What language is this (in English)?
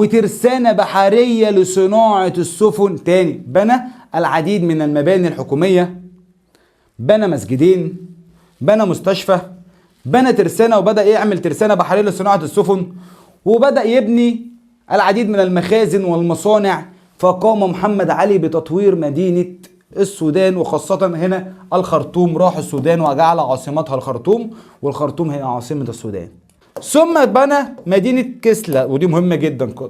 Egyptian Arabic